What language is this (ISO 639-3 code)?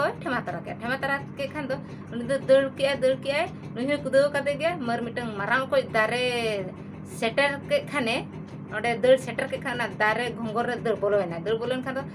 sat